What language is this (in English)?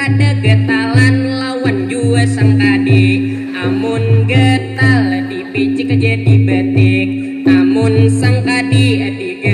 Banjar